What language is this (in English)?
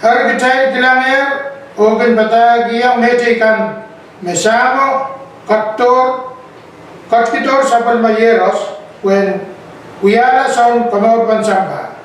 Pohnpeian